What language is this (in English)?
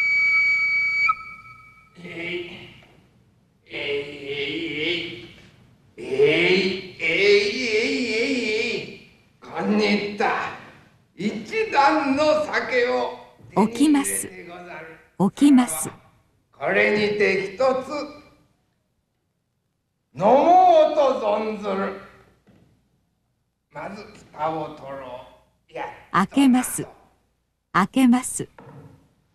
Japanese